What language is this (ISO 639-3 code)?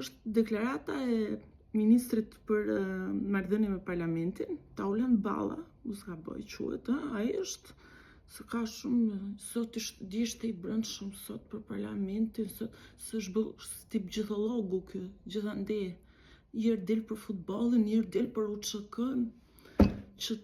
sqi